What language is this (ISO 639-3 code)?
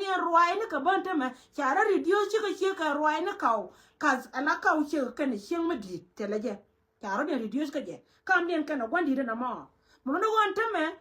nus